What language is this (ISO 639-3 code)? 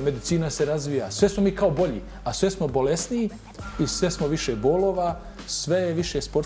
bos